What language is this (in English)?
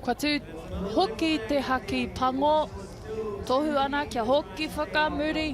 Māori